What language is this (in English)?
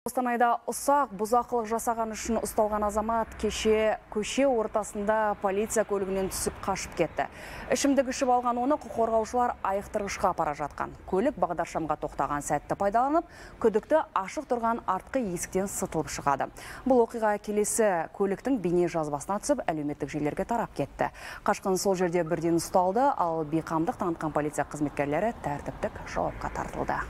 Kazakh